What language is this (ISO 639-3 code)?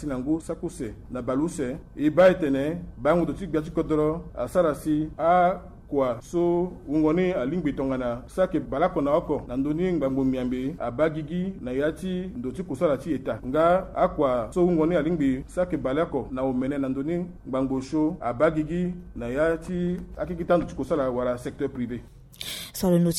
sag